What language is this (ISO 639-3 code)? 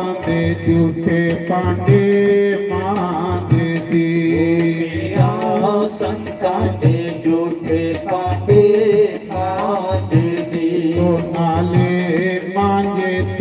doi